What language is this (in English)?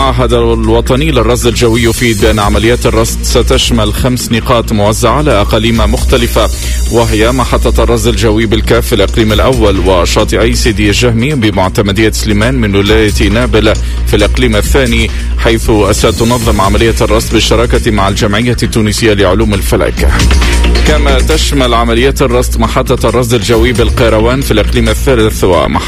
Tunisian Arabic